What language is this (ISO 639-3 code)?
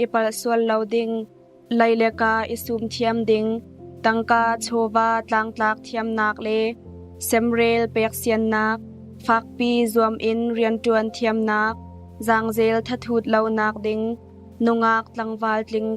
cnh